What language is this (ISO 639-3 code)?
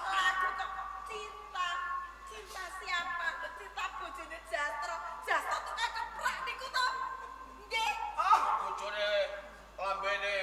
jav